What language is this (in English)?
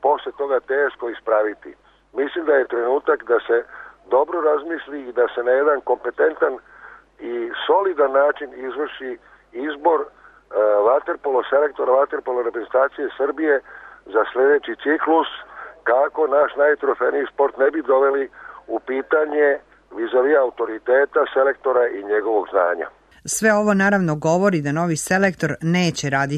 Serbian